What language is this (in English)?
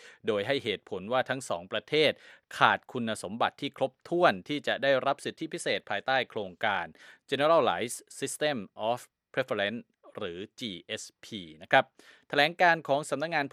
Thai